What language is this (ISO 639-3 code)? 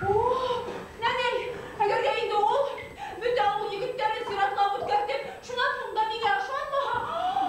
bak